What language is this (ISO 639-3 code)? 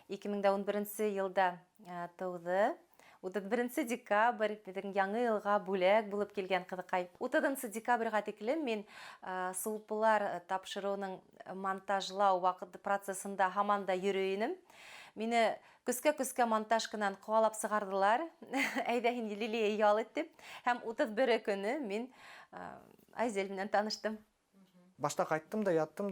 bak